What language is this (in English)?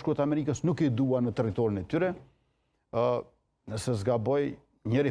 Macedonian